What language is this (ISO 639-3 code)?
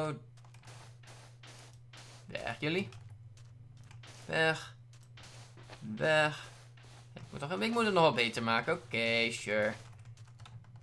nld